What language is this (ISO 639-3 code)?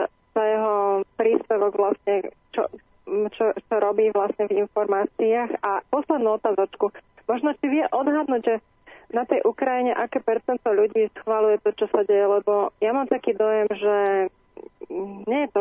slk